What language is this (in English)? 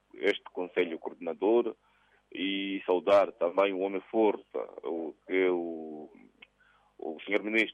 Portuguese